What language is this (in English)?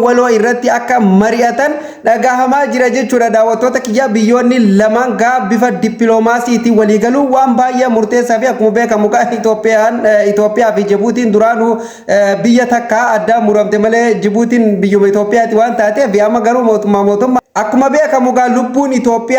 Oromo